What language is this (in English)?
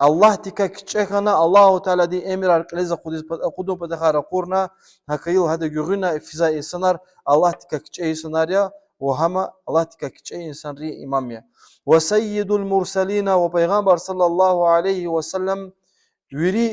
Lezghian